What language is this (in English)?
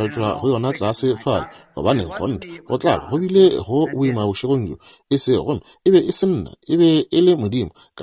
Northern Sotho